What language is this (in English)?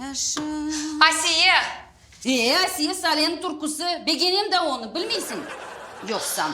Crimean Tatar